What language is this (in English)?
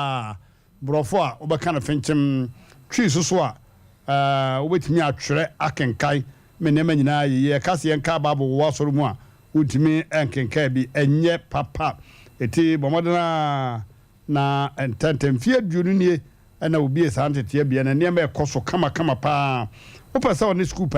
Akan